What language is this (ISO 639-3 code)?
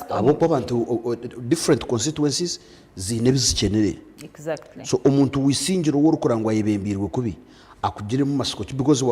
nyn